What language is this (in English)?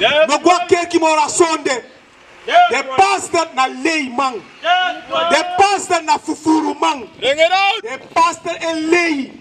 Sranan Tongo